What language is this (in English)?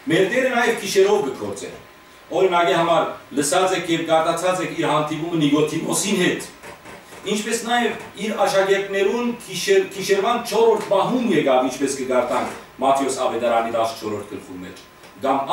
Western Armenian